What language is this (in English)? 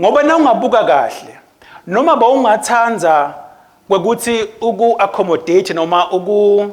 Swati